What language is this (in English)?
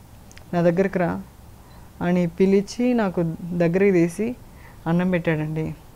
Telugu